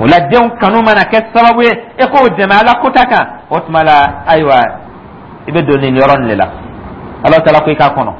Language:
Dyula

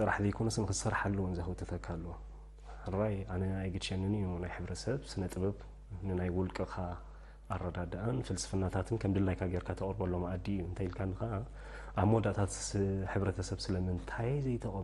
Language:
Tigrinya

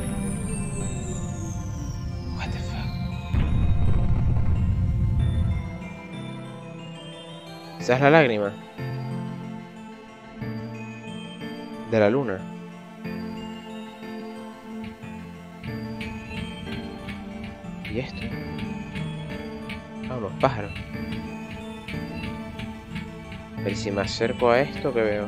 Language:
Spanish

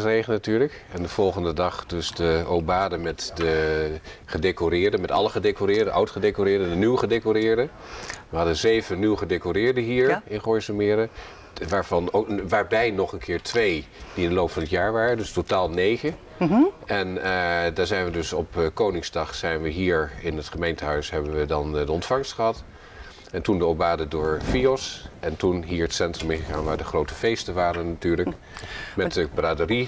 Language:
Dutch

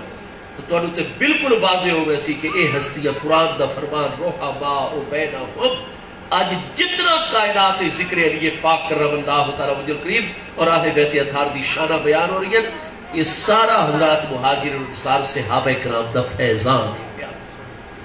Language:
Saraiki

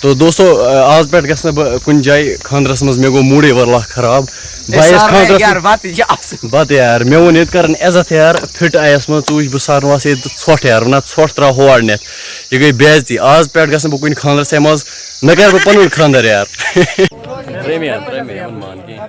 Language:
Kashmiri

